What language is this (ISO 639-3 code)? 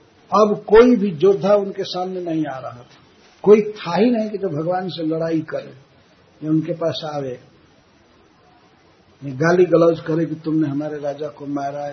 hin